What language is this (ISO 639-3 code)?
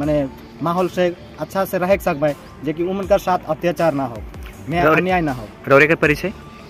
sck